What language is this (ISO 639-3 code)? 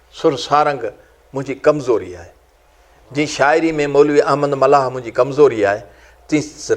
snd